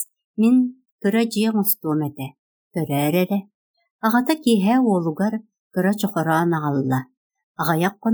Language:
Yakut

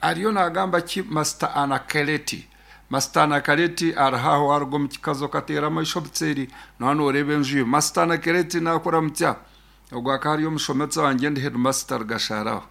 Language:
Nyankole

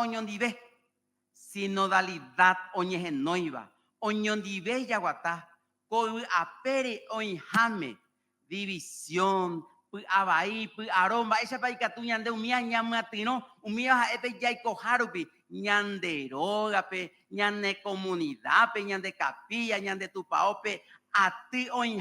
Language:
Guarani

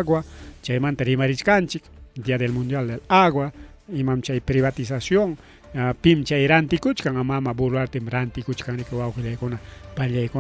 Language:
Ayacucho Quechua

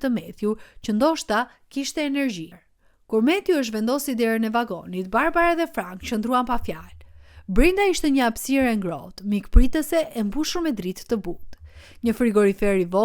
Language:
Albanian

